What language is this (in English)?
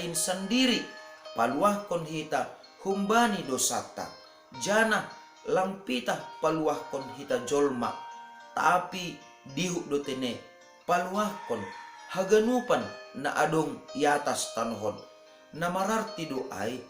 Batak Simalungun